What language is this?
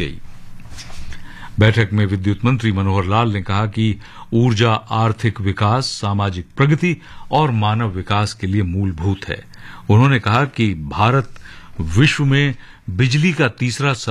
Hindi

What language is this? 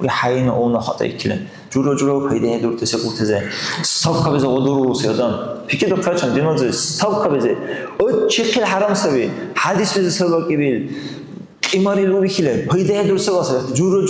Dargwa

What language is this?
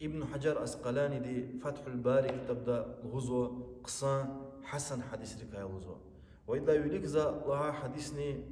Lezghian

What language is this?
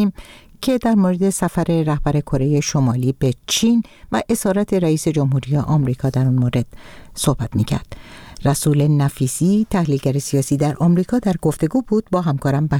Persian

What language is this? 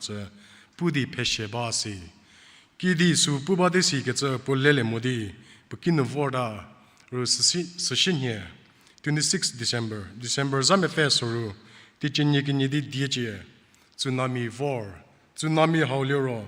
Angami Naga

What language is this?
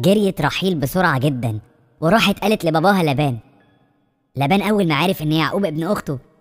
Egyptian Arabic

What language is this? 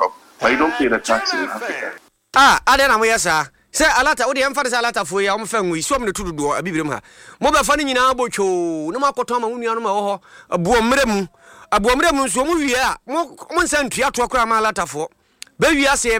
Akan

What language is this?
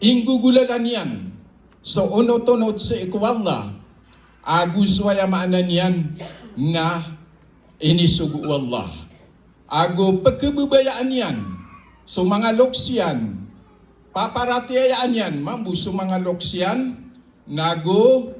Maranao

